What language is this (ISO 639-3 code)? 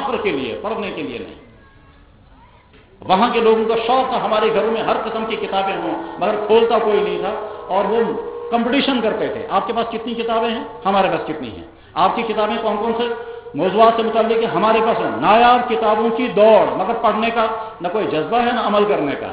urd